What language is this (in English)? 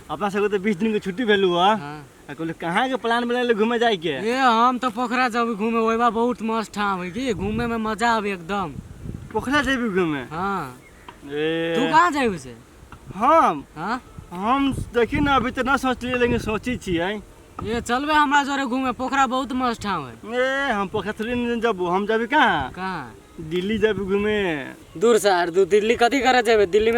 Maithili